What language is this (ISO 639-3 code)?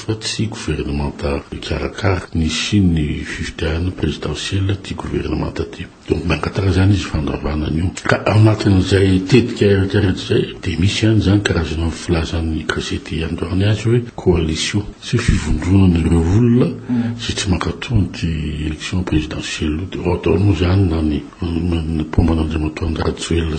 mlg